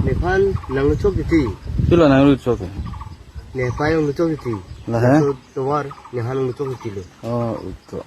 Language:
Karbi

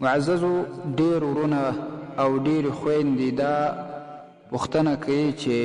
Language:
Pashto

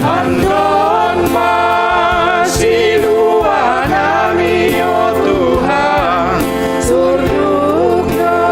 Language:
Batak Simalungun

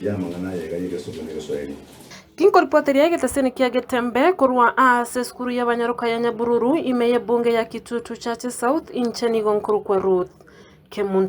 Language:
Gusii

